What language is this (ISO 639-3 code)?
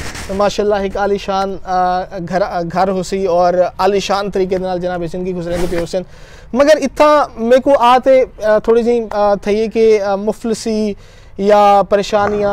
skr